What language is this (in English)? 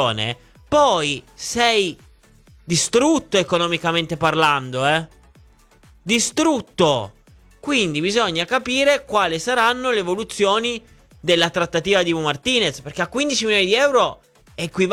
Italian